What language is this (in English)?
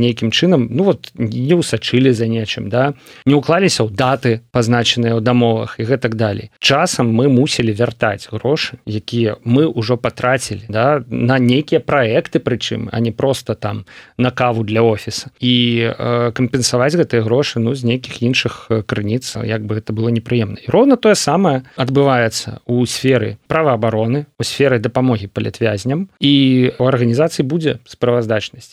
Belarusian